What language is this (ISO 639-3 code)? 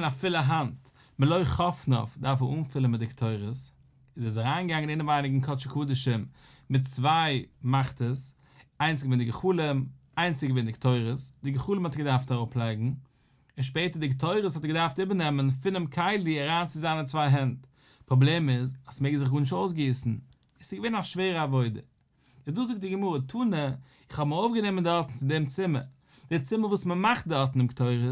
yid